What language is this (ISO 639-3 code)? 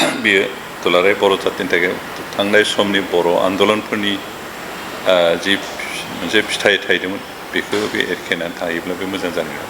brx